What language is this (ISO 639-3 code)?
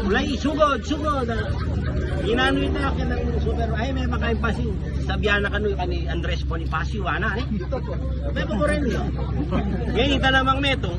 pam